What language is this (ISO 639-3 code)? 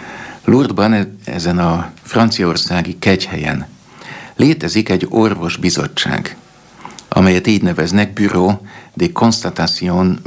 hun